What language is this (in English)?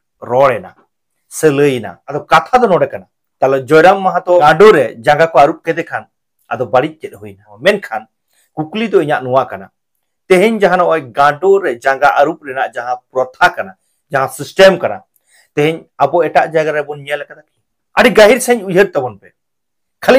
Santali